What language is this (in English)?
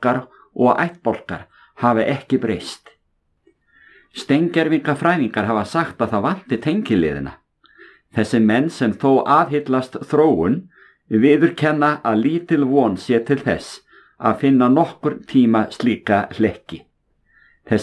Icelandic